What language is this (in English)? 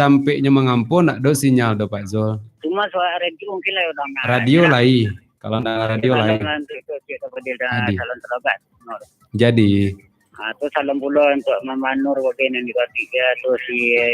Minangkabau